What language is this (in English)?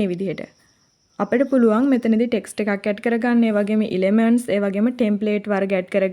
Sinhala